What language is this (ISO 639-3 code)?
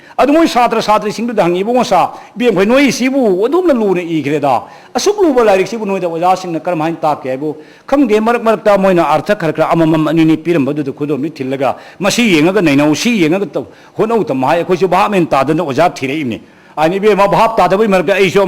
mni